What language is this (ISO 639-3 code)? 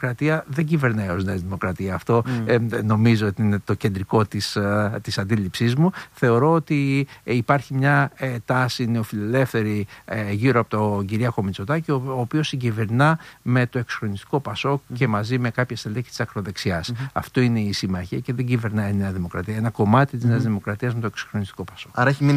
ell